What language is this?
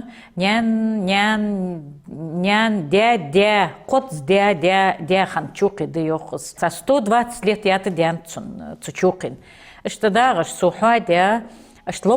Ingush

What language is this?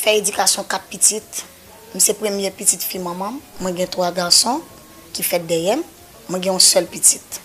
Haitian Creole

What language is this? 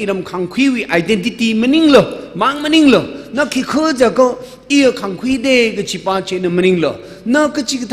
Tangkhul Naga (India)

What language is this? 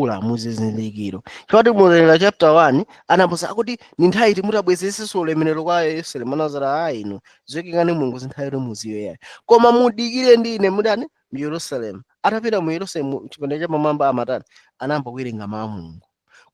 Nyanja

